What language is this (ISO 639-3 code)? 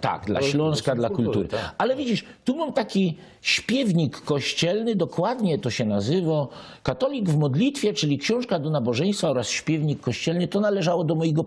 szl